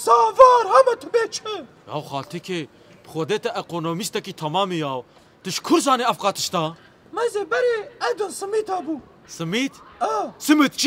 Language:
Kurdish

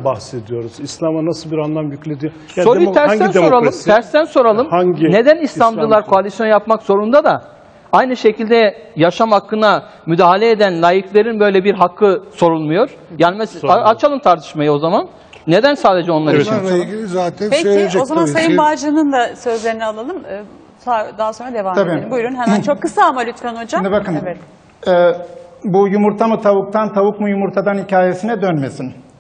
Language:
Turkish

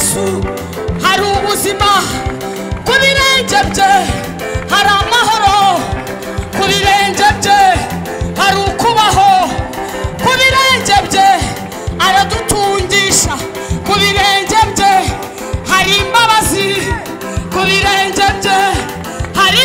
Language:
Kinyarwanda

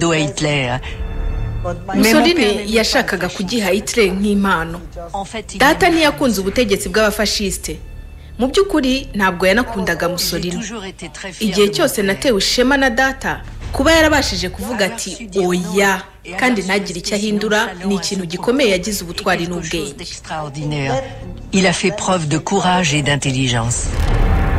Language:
Kinyarwanda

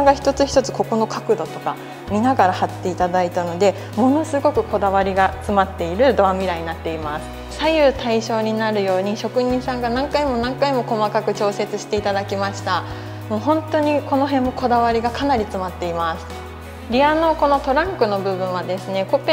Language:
Japanese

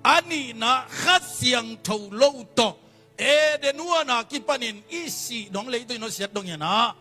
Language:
Tedim Chin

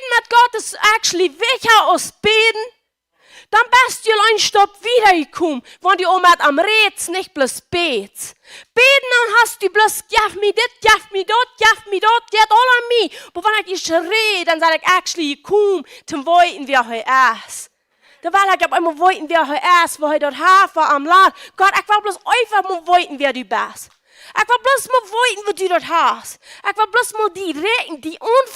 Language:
Plautdietsch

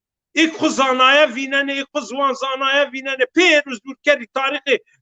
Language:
Zaza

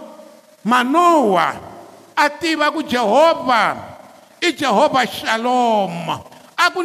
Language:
Tsonga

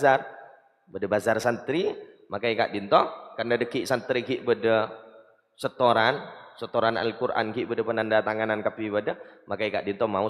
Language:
Madurese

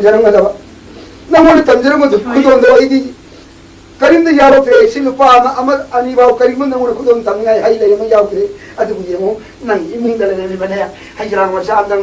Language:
Manipuri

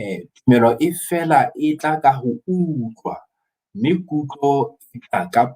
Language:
Southern Sotho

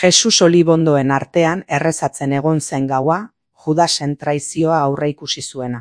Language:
Basque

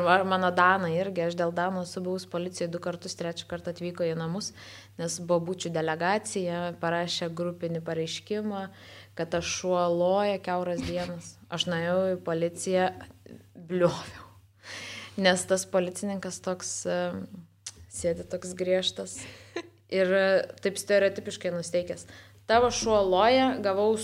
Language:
Lithuanian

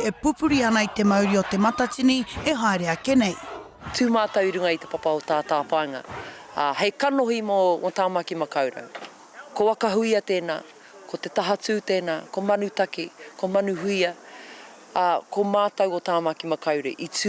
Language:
Māori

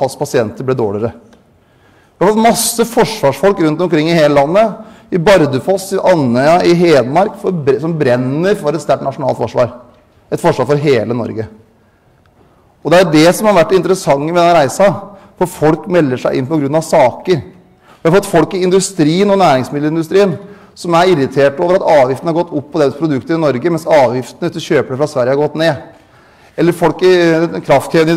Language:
Norwegian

